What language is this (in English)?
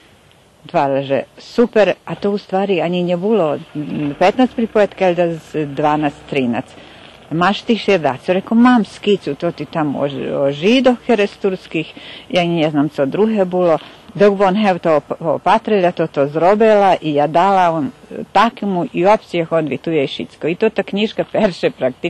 Rusyn